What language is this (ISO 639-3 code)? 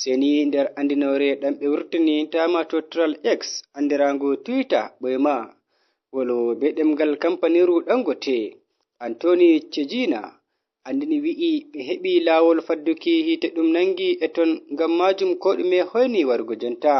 ful